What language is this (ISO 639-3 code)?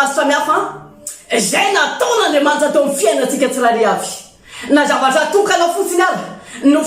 mlg